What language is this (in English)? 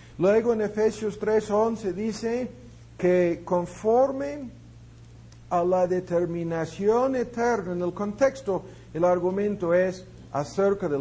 Spanish